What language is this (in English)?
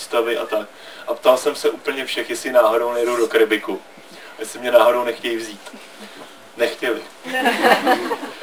Czech